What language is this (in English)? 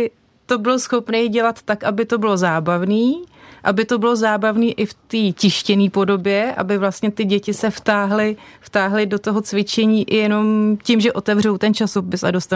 Czech